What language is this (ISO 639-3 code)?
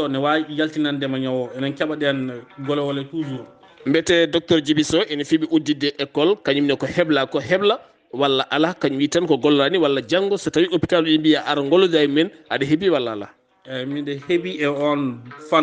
ful